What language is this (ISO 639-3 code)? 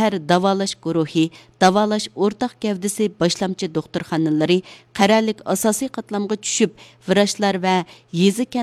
uig